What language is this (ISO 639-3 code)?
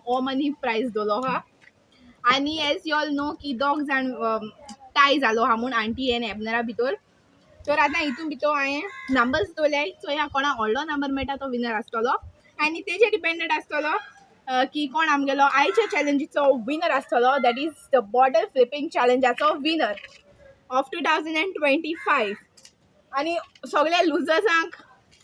kok